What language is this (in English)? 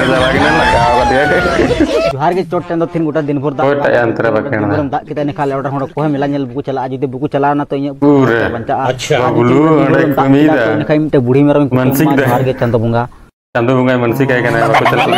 Santali